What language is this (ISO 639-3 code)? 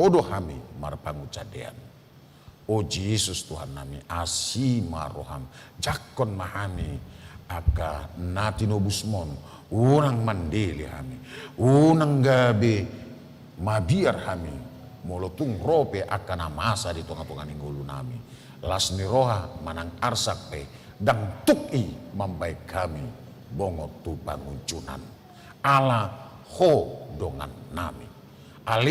bbc